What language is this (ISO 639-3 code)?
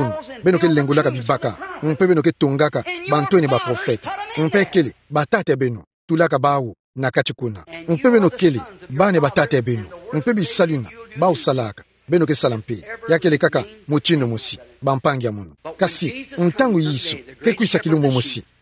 ktu